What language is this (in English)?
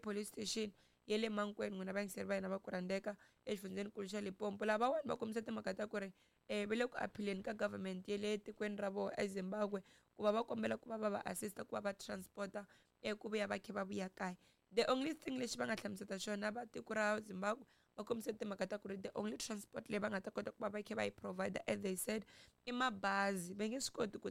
Tsonga